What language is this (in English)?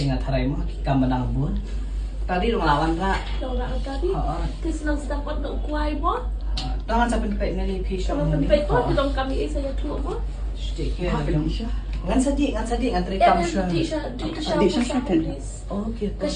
Khasi